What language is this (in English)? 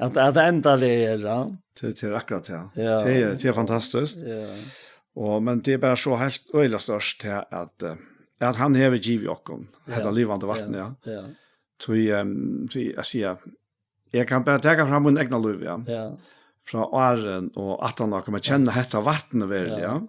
Faroese